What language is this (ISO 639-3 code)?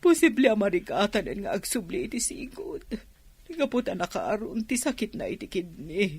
ilo